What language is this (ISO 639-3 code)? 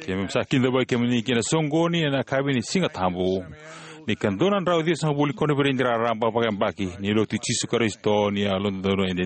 fij